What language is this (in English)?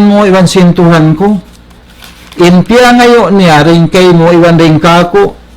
Tausug